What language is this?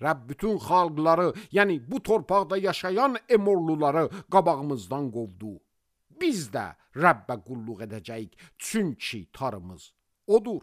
Azerbaijani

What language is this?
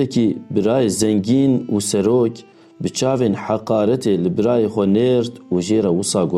Kurdish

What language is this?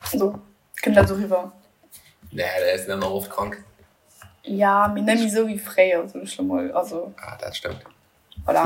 Luxembourgish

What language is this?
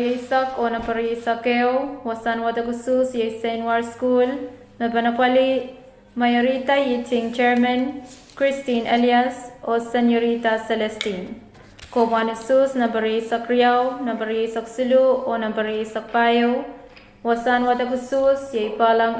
Pohnpeian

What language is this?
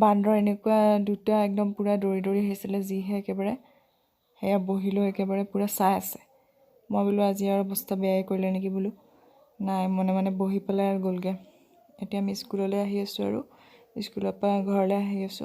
Assamese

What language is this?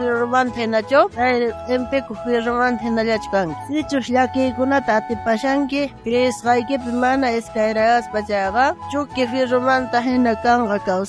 South Bolivian Quechua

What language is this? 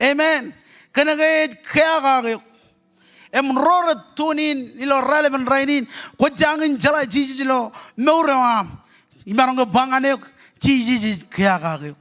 Marshallese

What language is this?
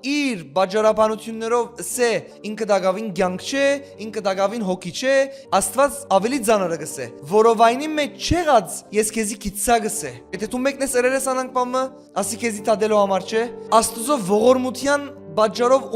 Western Armenian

